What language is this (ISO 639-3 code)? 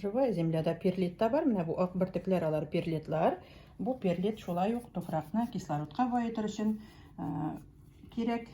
tat